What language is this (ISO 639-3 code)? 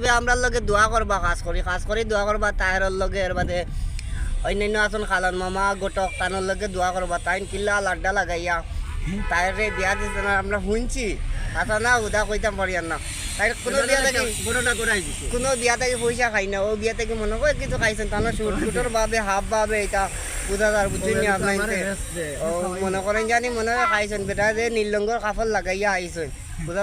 syl